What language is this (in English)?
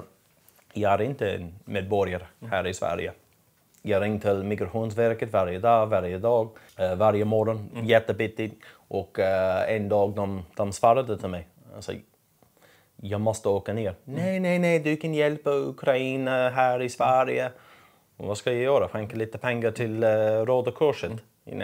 Swedish